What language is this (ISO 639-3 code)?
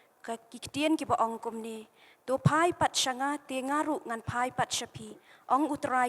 kha